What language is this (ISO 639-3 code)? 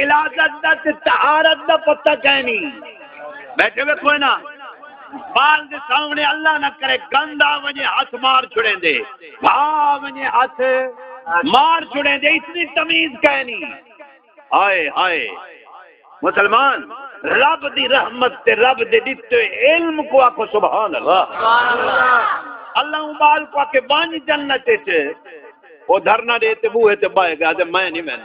skr